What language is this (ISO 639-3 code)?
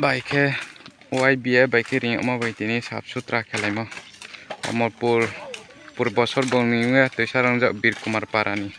ria